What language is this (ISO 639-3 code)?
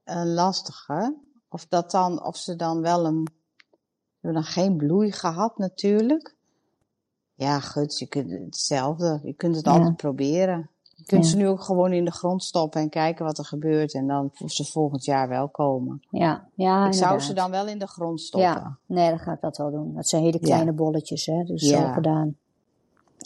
nld